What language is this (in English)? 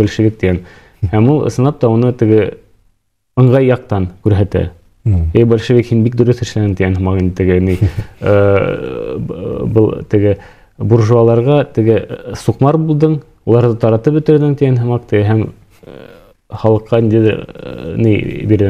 Bashkir